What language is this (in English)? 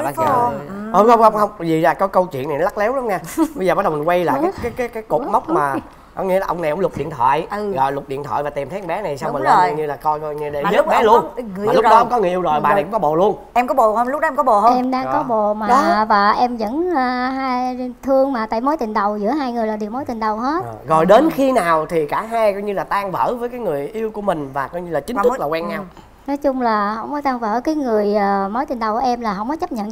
Vietnamese